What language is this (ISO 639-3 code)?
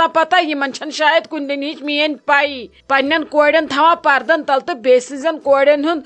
kas